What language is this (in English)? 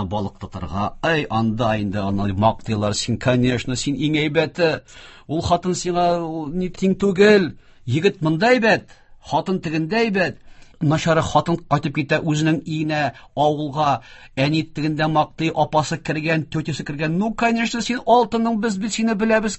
Tatar